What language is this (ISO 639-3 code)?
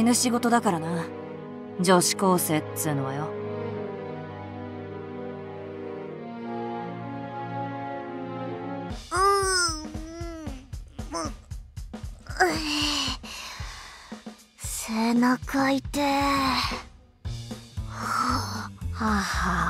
jpn